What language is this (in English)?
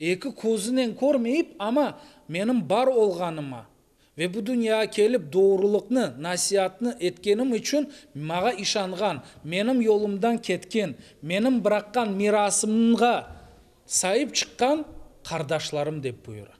Crimean Tatar